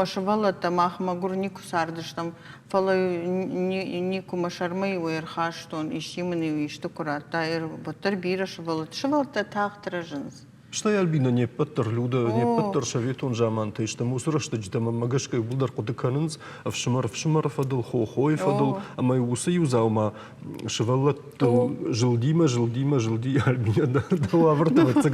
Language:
Ossetic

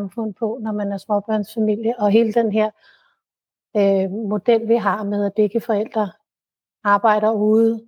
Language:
Danish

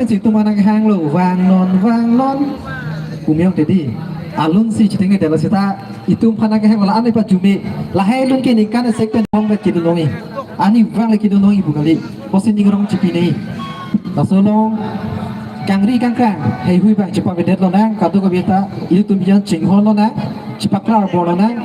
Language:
Karbi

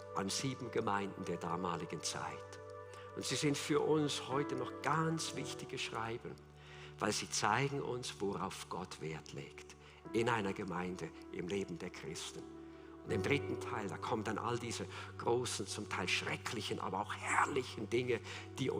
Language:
Swiss German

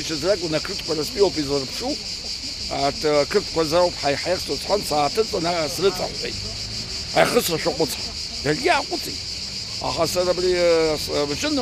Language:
Abkhazian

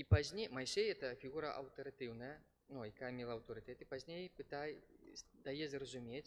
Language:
Belarusian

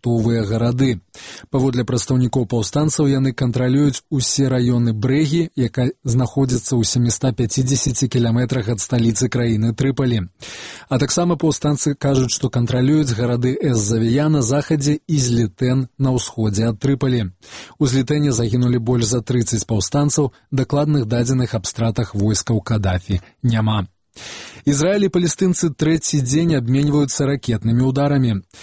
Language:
Belarusian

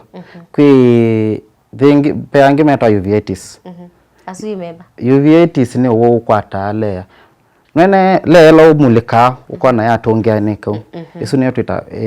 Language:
Kamba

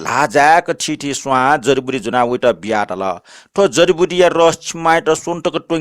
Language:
Newari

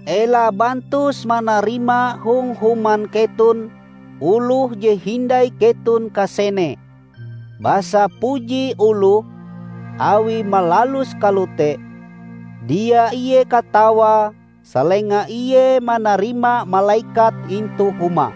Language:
Ngaju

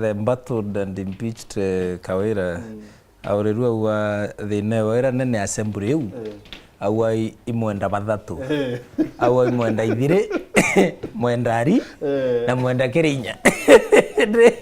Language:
Meru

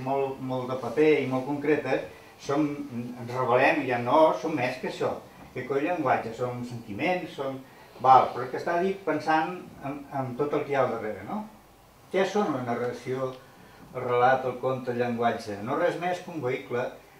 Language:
Catalan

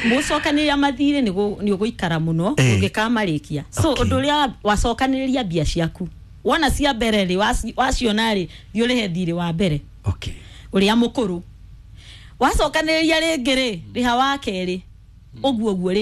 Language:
Kikuyu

